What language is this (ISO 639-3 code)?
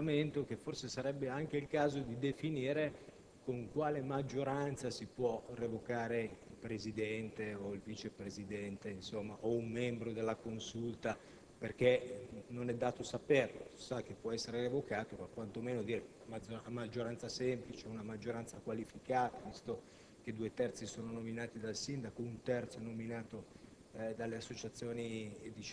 ita